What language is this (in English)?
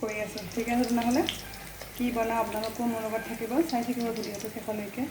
Assamese